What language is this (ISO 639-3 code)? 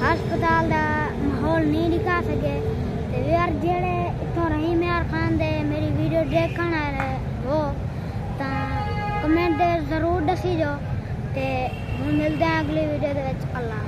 skr